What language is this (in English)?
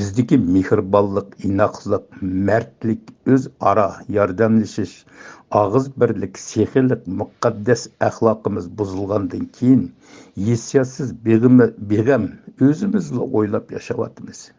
Uyghur